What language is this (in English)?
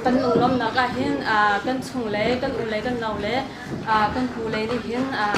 Hakha Chin